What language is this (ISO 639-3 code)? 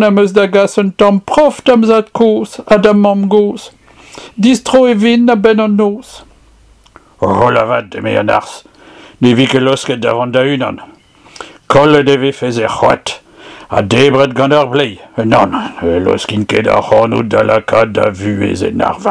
bre